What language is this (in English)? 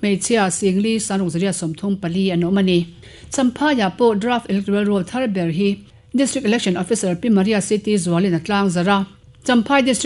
Mizo